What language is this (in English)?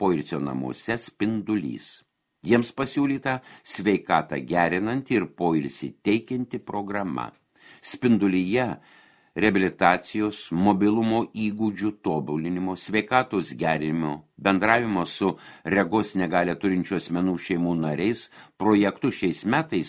Lithuanian